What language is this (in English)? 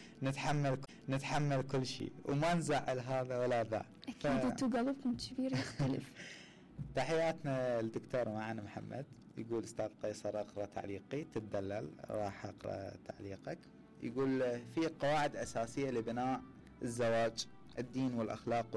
Mesopotamian Arabic